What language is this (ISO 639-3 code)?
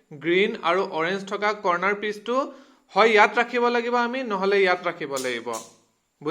asm